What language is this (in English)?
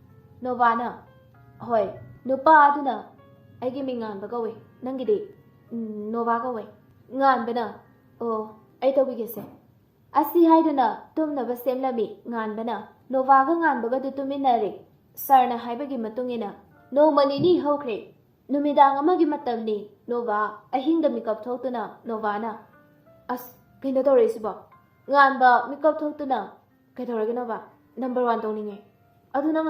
Manipuri